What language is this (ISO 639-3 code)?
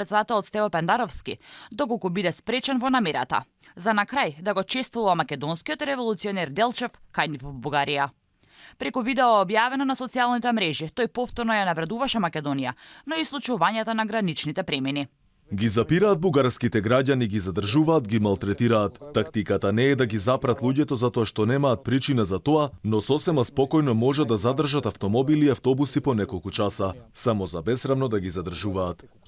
mkd